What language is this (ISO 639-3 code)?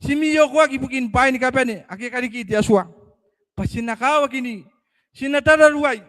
gil